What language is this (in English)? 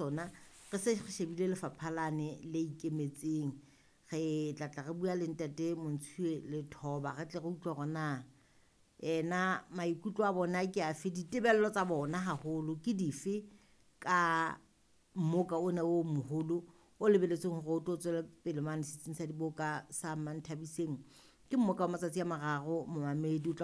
Southern Sotho